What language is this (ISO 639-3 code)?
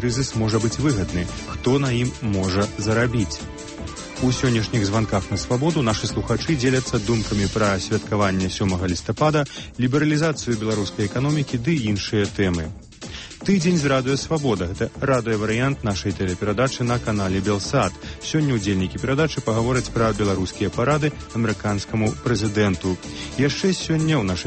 bel